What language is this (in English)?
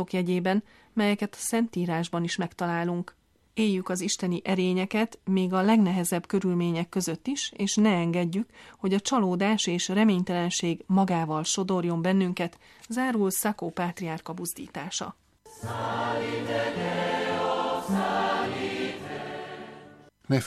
Hungarian